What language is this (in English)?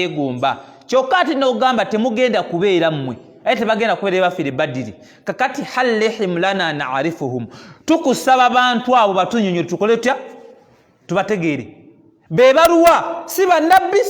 Ganda